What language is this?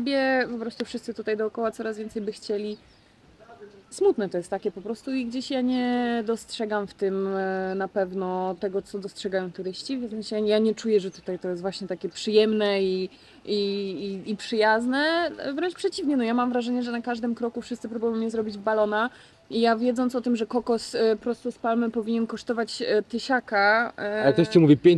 Polish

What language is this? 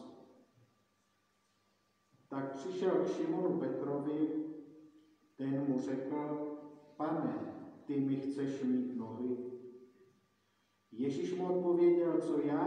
Czech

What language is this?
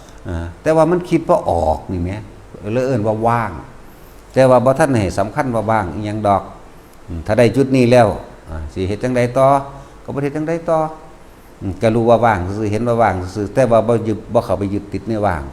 Northeastern Thai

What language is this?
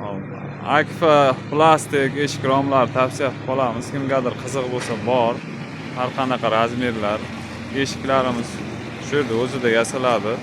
Uzbek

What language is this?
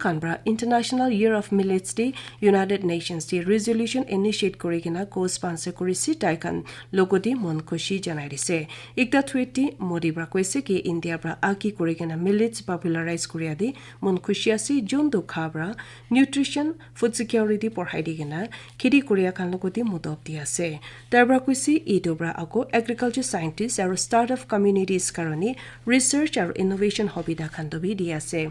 Naga Pidgin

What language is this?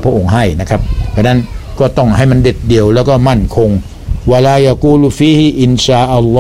Thai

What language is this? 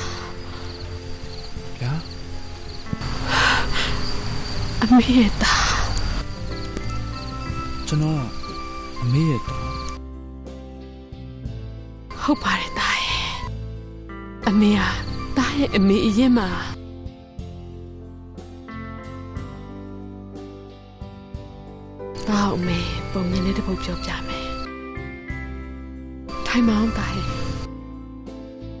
Burmese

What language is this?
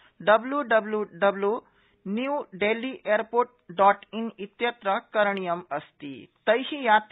Sanskrit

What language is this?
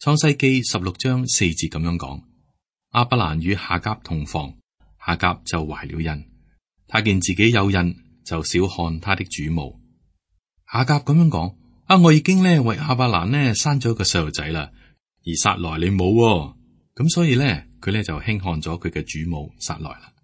Cantonese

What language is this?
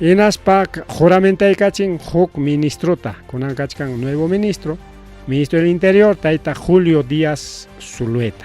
Ayacucho Quechua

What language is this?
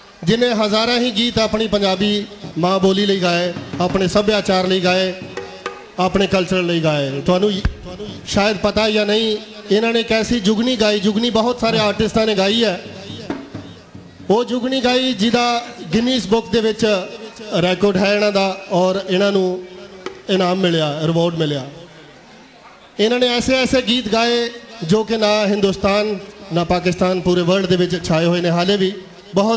Punjabi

